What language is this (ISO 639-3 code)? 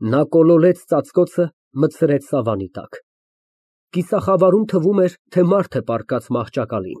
hye